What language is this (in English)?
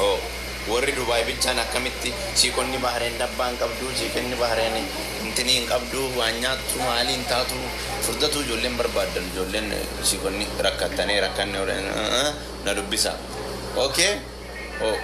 Oromo